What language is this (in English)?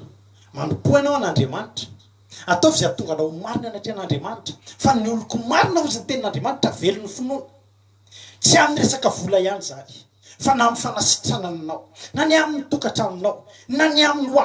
Malagasy